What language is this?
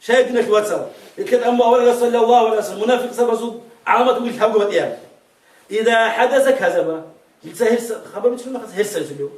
Avaric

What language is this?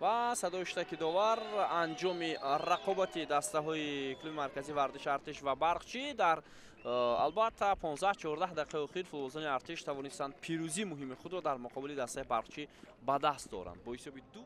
Tajik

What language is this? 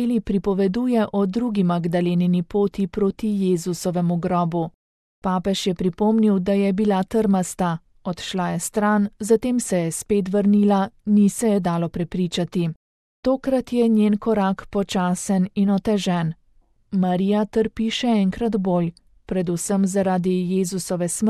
Slovenian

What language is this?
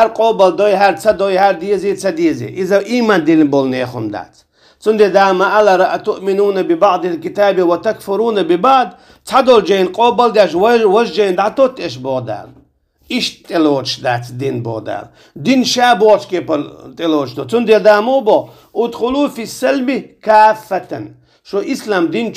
Chechen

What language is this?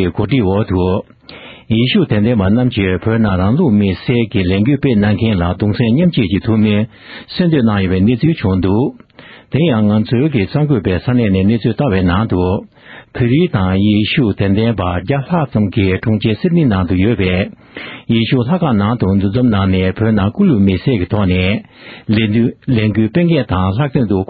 Tibetan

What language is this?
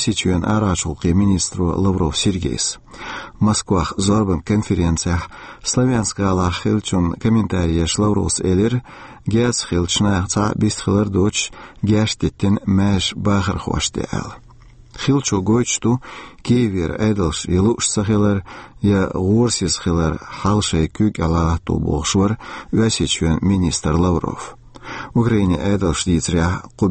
Chechen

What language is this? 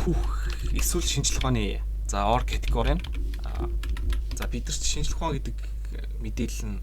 Mongolian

